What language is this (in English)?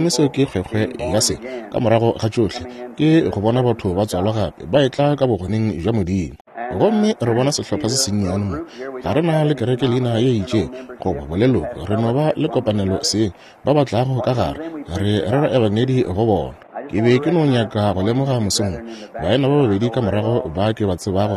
Northern Sotho